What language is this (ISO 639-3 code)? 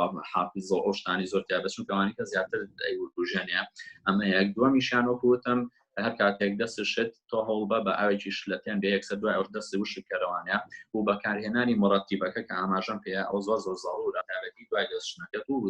ckb